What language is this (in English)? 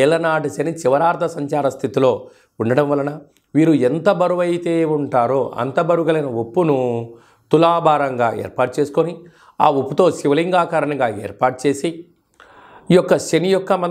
Telugu